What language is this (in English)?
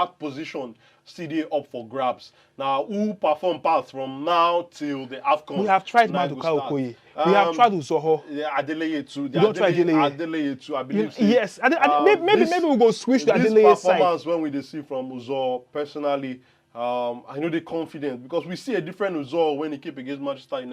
Nigerian Pidgin